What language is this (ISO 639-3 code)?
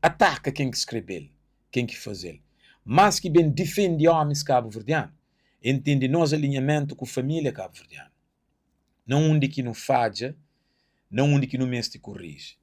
kea